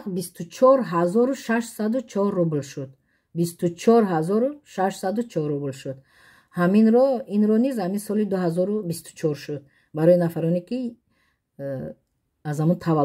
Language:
Tajik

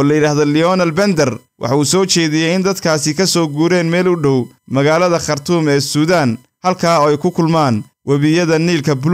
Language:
Somali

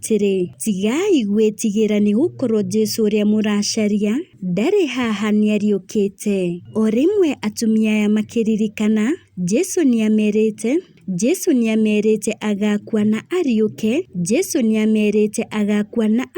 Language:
Kikuyu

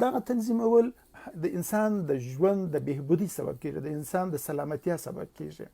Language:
Pashto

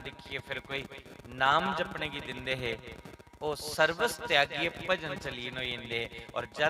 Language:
Dogri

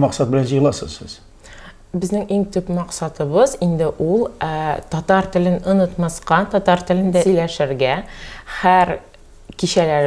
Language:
Tatar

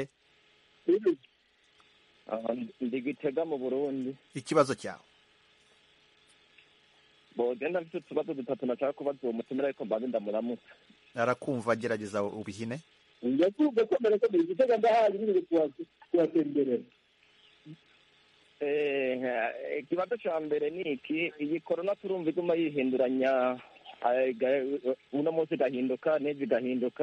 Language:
Kinyarwanda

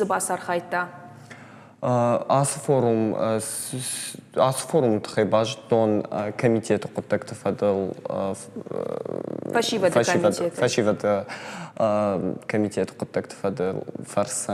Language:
Ossetic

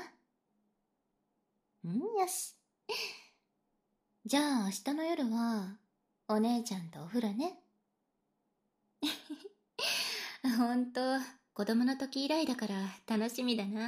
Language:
Japanese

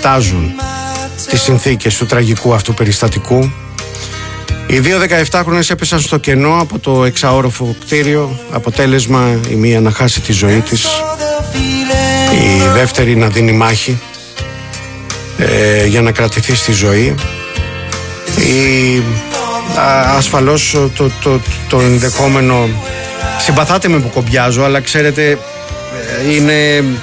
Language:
Greek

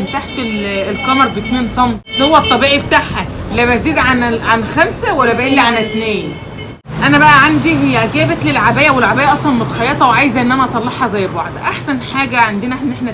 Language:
Egyptian Arabic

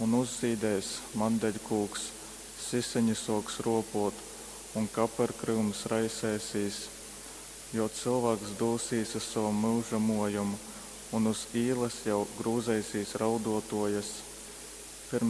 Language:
Latgalian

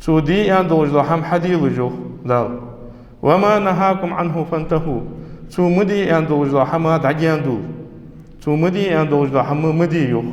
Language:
Ingush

